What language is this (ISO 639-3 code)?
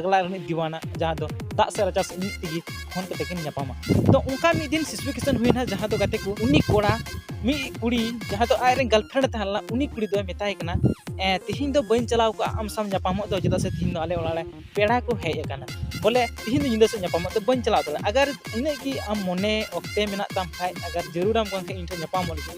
sat